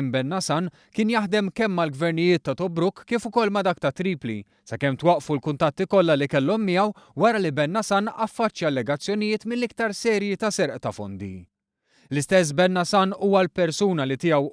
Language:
Maltese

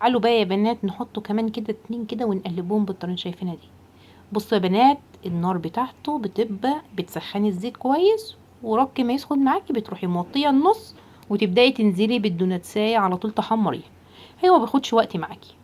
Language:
Egyptian Arabic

